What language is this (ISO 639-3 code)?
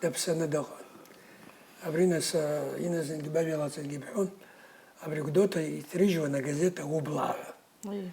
abk